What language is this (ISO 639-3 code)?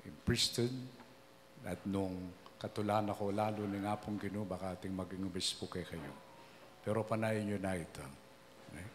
pam